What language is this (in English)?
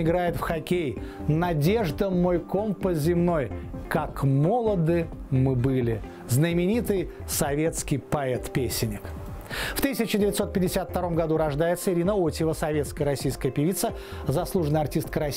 Russian